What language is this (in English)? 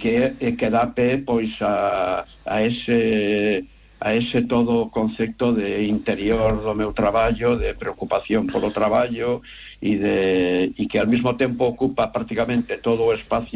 Galician